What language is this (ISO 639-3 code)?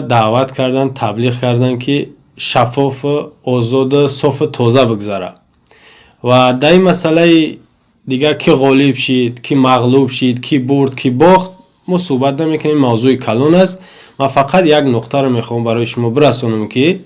tgk